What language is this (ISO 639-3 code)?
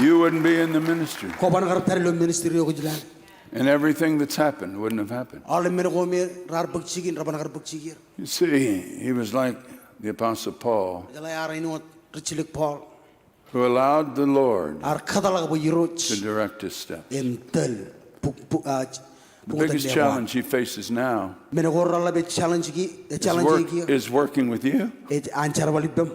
mah